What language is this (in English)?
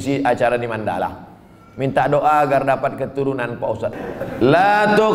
Indonesian